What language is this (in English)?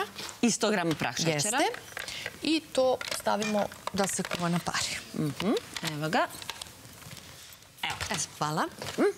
Serbian